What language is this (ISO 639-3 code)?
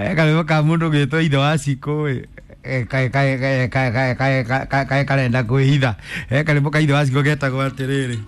kik